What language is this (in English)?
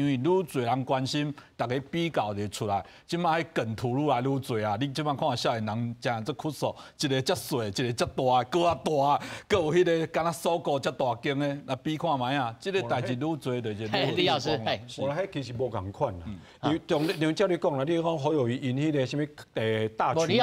Min Nan Chinese